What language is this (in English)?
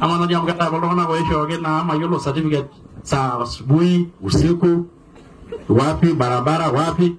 Masai